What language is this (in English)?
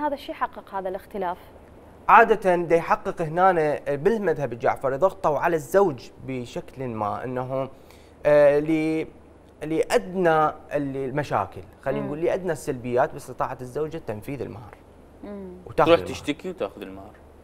Mesopotamian Arabic